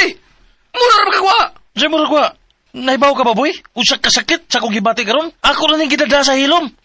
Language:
Cebuano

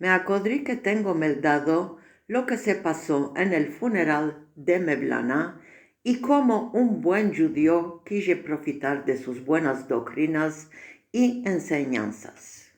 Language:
Ladino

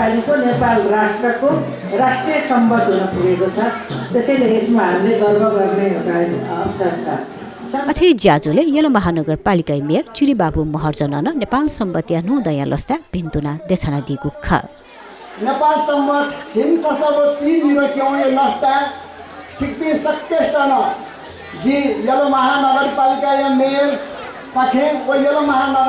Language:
Newari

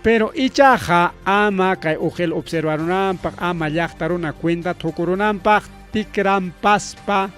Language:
Ayacucho Quechua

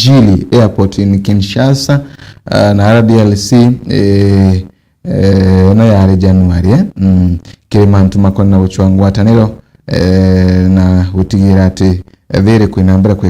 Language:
Meru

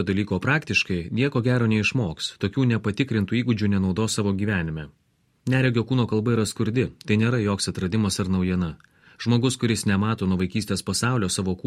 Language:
Lithuanian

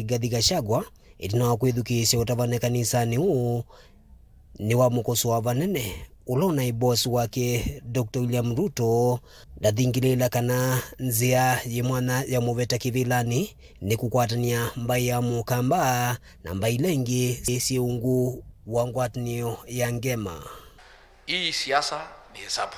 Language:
Kamba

